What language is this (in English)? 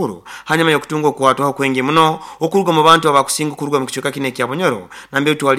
Nyoro